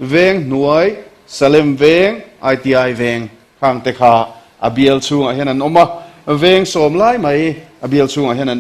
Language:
Mizo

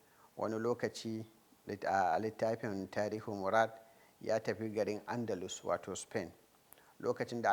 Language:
Hausa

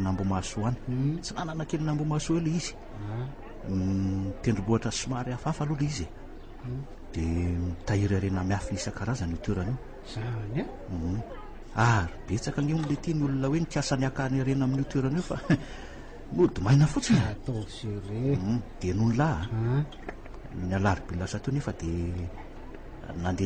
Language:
Malagasy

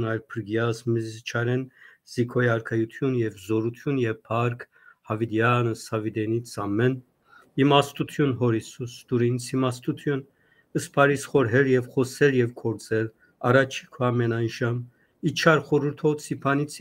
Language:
Western Armenian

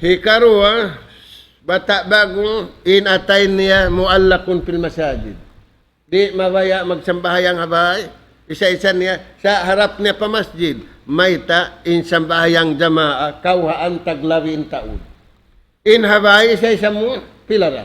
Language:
Tausug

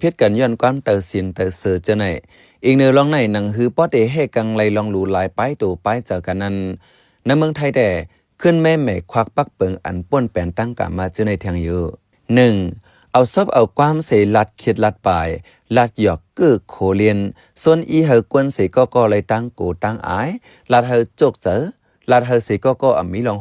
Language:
Shan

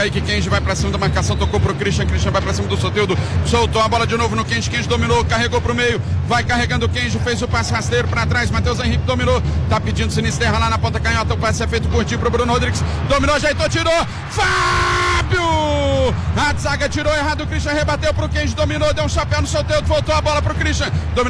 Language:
Portuguese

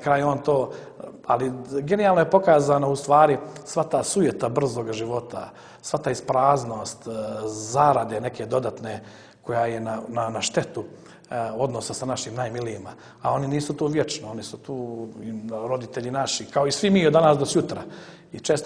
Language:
Serbian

